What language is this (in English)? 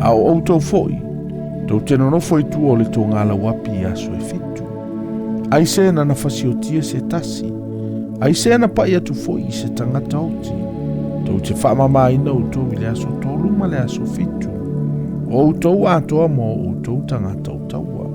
Samoan